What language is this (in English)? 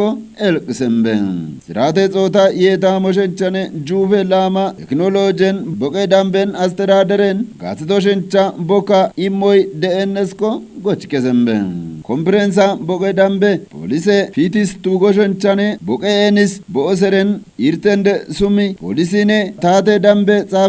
Kafa